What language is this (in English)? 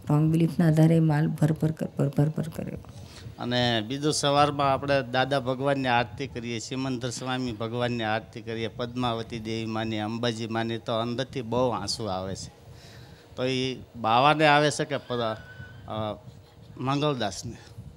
Gujarati